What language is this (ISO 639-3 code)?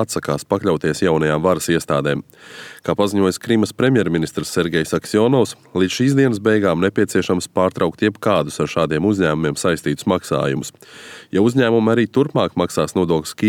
lav